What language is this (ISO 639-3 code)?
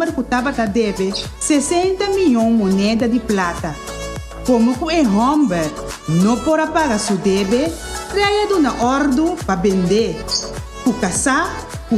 pap